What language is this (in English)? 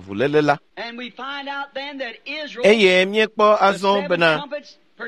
Ewe